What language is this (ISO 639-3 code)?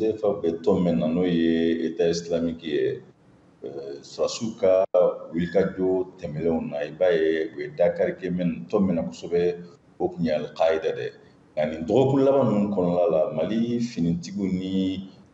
bam